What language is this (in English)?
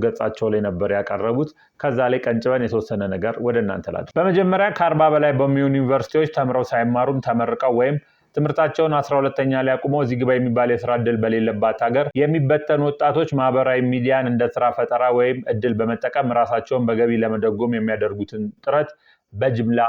Amharic